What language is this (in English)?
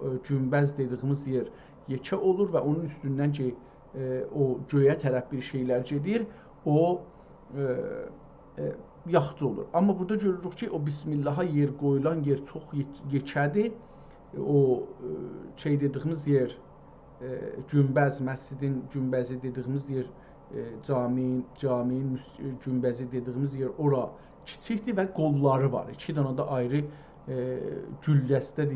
South Azerbaijani